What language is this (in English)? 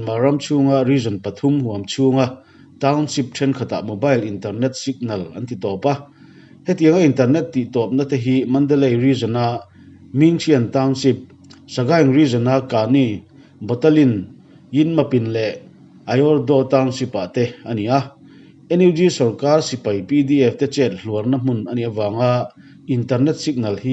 Mizo